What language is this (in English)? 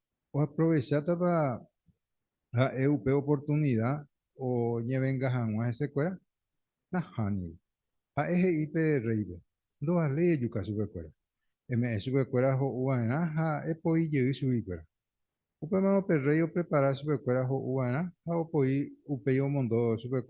Guarani